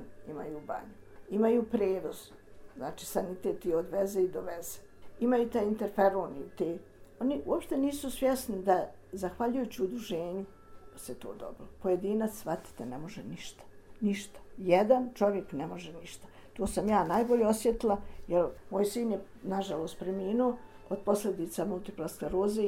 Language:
Serbian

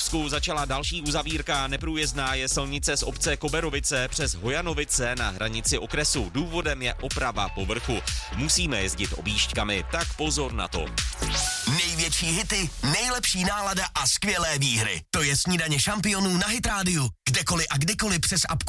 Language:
Czech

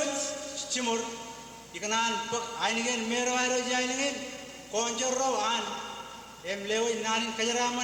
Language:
Marshallese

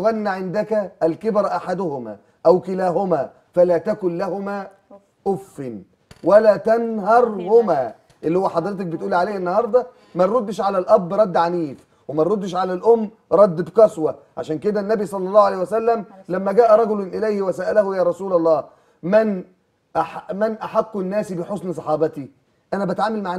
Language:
Egyptian Arabic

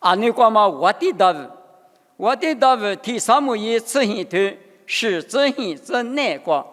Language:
Lisu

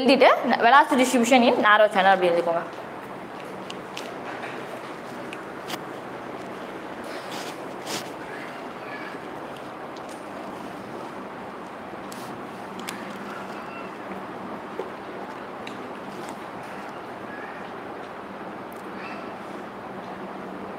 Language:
Tamil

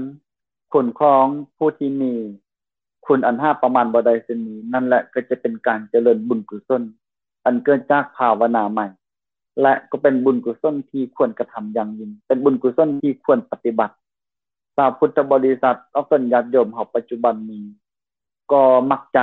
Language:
Lao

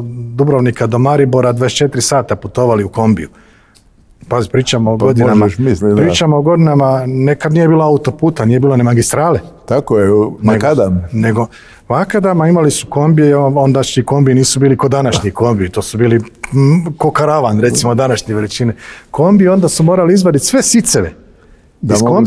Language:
Croatian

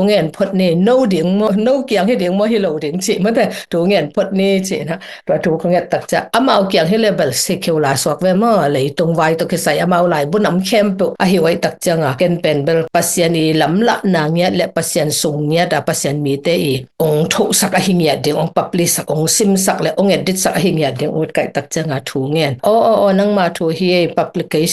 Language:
Tedim Chin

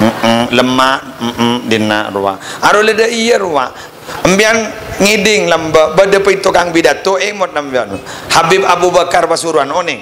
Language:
Madurese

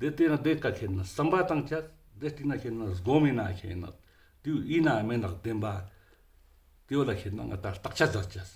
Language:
Ladakhi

